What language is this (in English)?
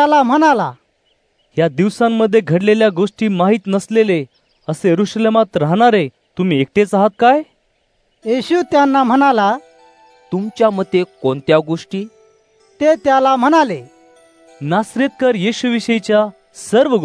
Marathi